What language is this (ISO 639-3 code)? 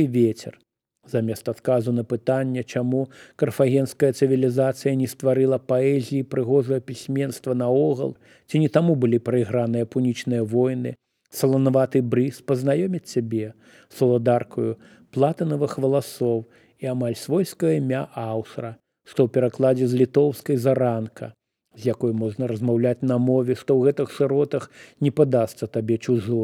bel